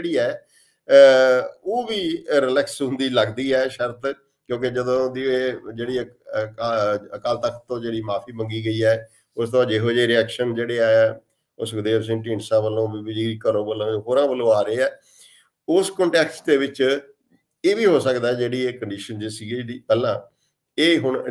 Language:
Punjabi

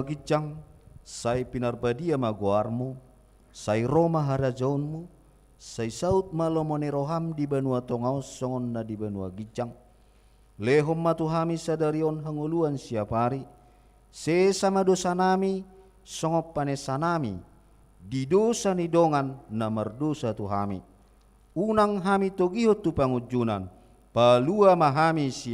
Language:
Batak Toba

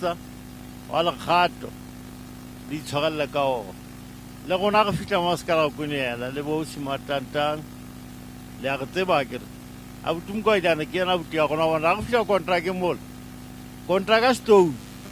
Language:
Southern Sotho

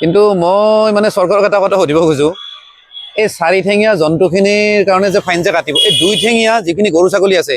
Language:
Assamese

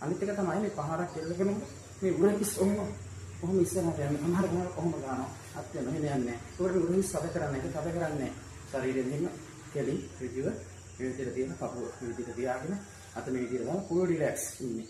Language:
Sinhala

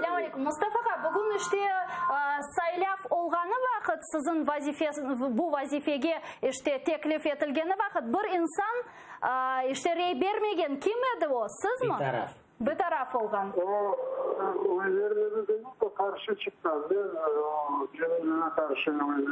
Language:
Crimean Tatar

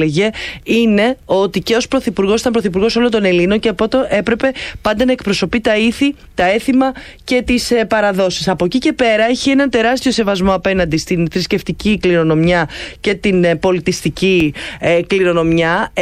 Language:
Greek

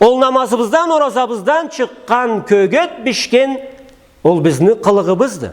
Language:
Karachay-Balkar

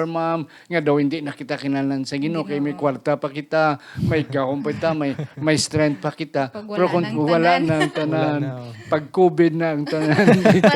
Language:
Hiligaynon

